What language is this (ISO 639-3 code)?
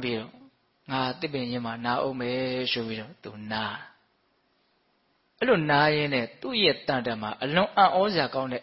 mya